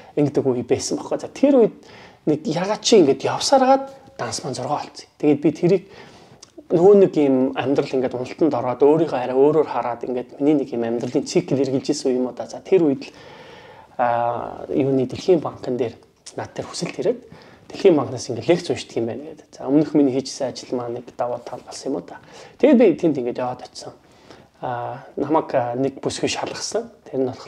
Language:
Mongolian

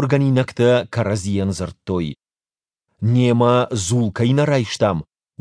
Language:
Ossetic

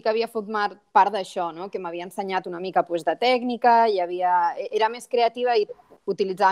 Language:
Catalan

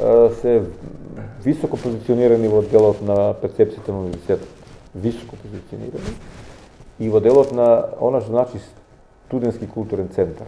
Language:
Macedonian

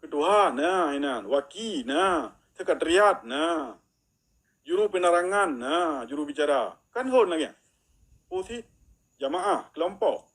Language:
Achinese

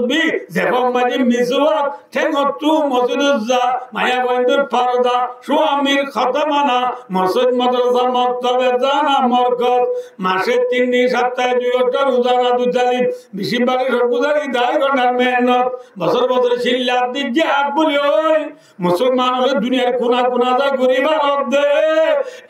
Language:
Rohingya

